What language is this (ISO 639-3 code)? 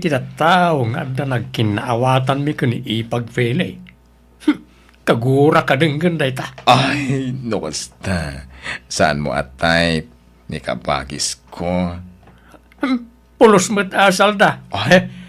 ilo